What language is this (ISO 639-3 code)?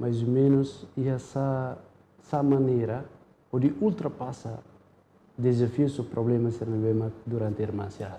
tet